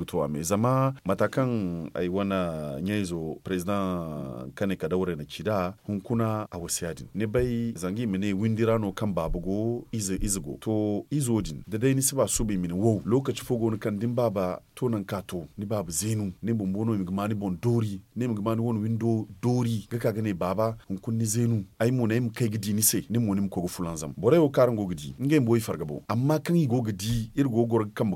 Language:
Zarma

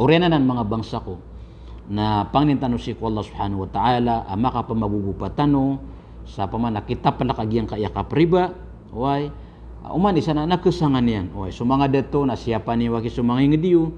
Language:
Maranao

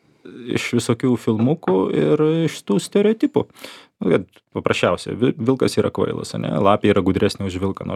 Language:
Lithuanian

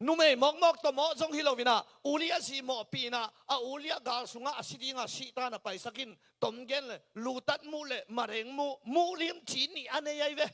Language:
Tedim Chin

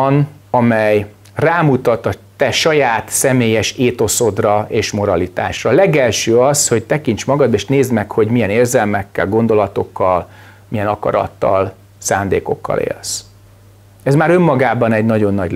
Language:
Hungarian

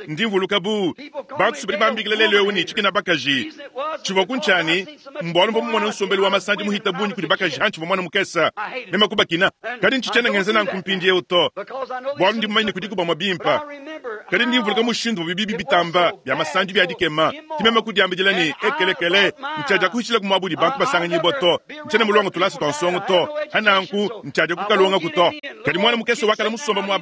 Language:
Luba-Lulua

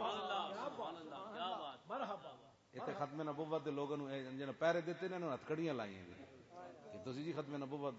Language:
Western Panjabi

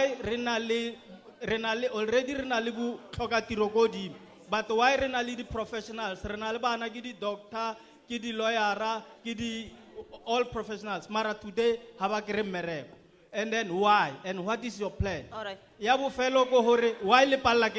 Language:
Tswana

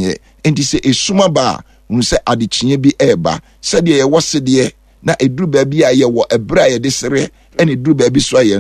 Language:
Akan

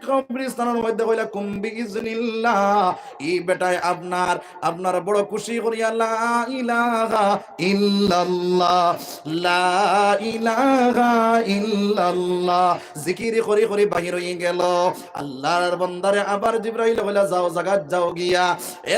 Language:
Sylheti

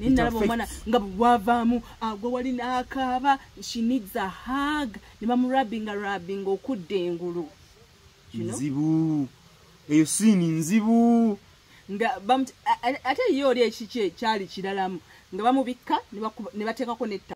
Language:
Ganda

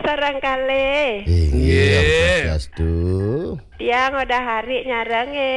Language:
Balinese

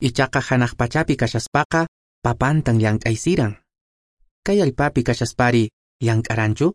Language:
Quechua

